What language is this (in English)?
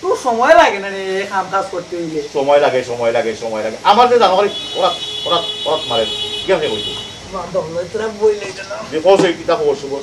Sylheti